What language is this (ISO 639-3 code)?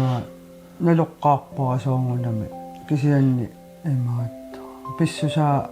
kal